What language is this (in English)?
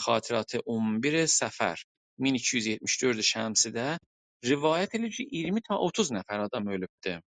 South Azerbaijani